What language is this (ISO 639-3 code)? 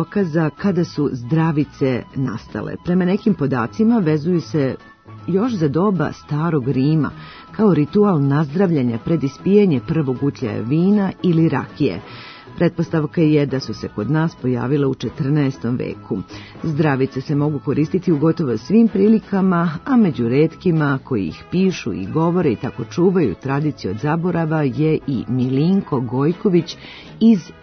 srp